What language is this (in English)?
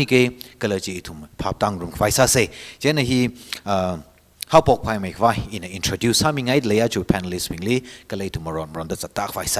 Tangkhul Naga (India)